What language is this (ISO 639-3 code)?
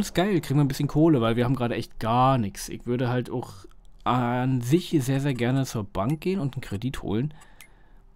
deu